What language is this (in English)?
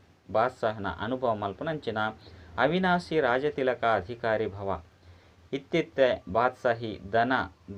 Tulu